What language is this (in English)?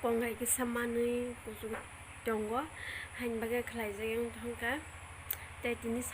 Kok Borok